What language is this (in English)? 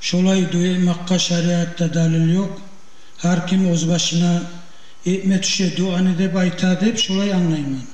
Kumyk